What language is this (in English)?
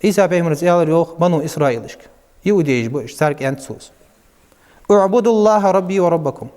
Ingush